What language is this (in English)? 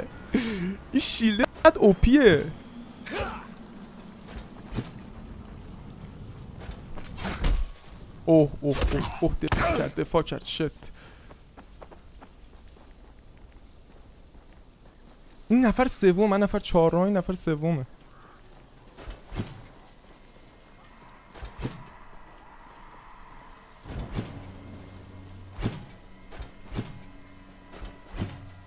Persian